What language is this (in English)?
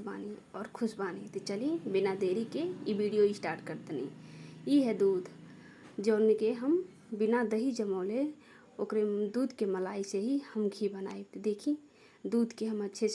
Bhojpuri